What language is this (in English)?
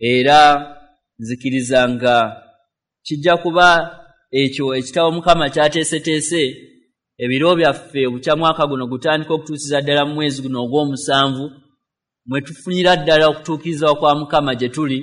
Ganda